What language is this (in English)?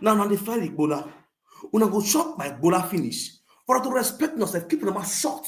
Nigerian Pidgin